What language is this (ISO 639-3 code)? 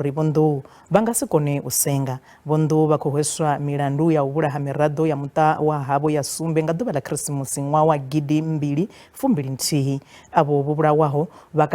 ven